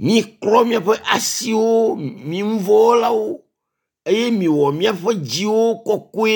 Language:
Ewe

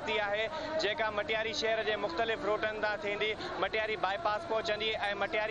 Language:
Sindhi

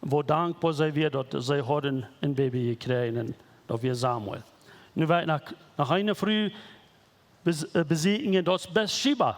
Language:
Plautdietsch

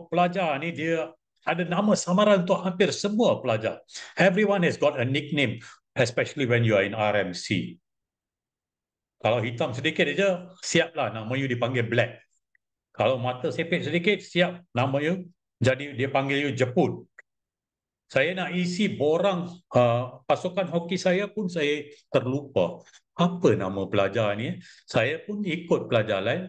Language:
Malay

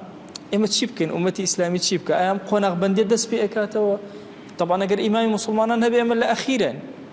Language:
Central Kurdish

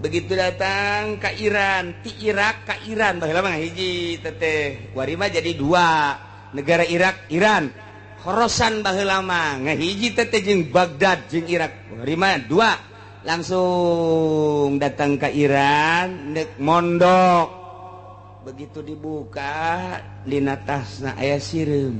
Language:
Sundanese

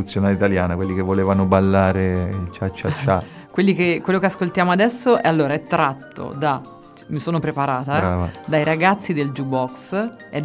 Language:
Italian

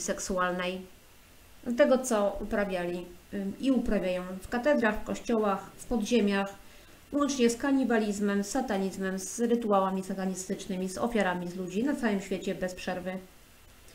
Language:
Polish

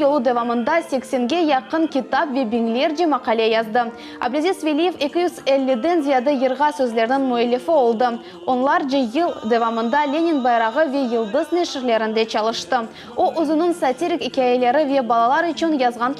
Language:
Crimean Tatar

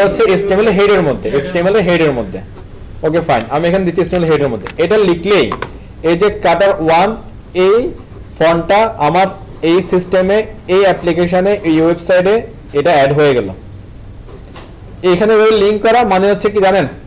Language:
Bangla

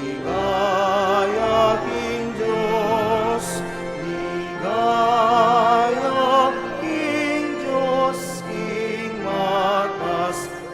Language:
Pampanga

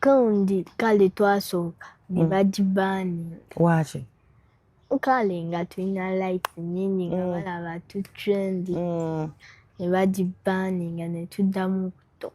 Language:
Ganda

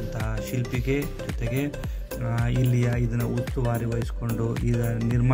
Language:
Kannada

